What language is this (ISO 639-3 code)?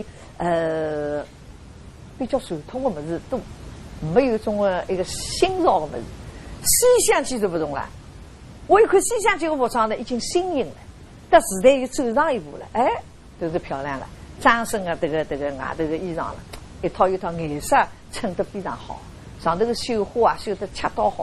wuu